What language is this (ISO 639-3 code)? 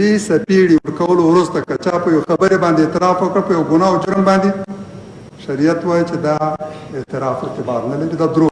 pus